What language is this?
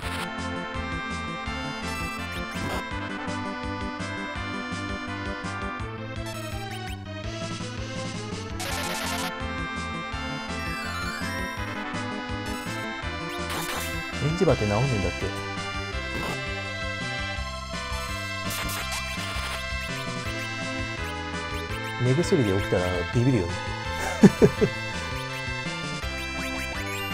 Japanese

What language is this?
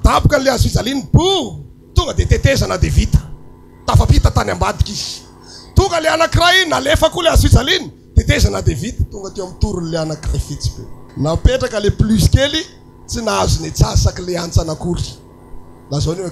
Malagasy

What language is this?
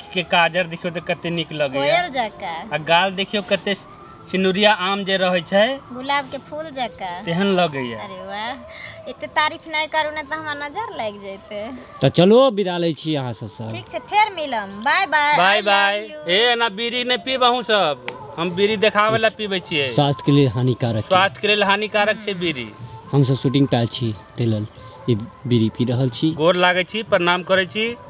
Maithili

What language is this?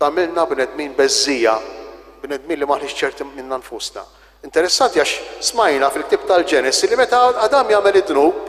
Maltese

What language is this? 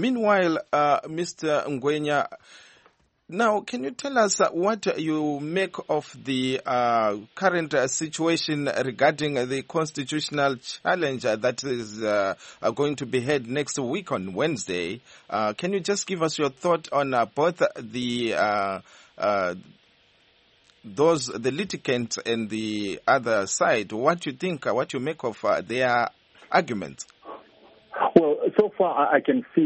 English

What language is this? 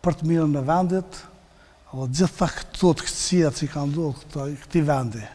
Albanian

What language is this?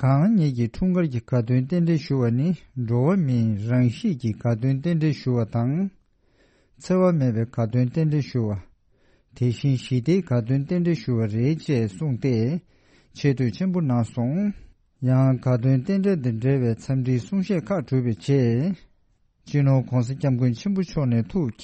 Tibetan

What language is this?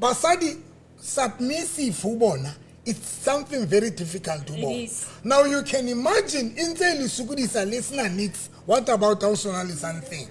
Southern Sotho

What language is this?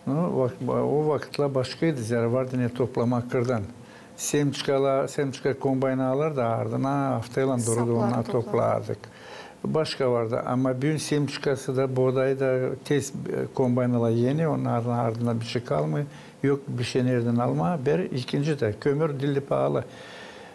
Gagauz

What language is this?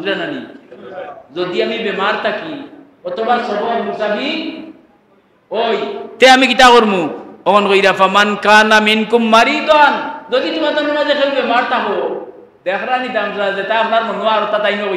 Sylheti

